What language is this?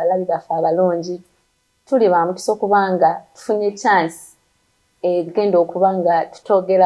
Ganda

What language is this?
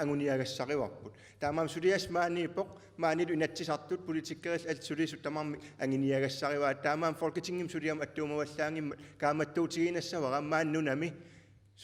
Kalaallisut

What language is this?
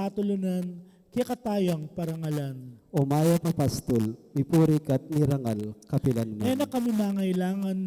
Pampanga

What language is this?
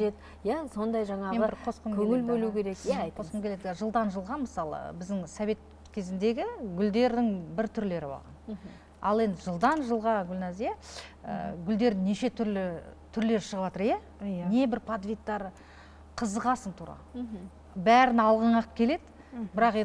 Kazakh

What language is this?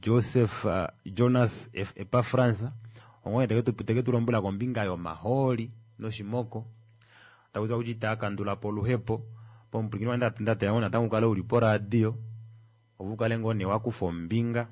Kuanyama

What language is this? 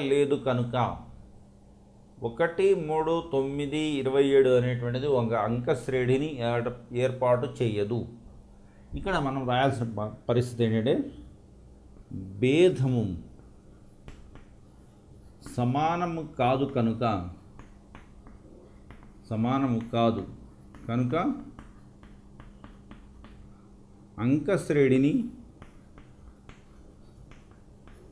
Telugu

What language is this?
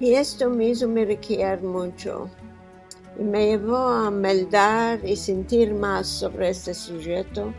Ladino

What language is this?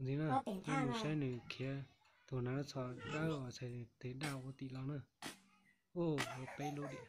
Hmong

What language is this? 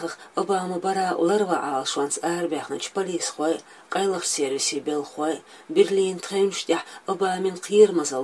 Chechen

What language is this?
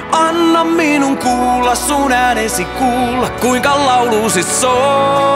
Finnish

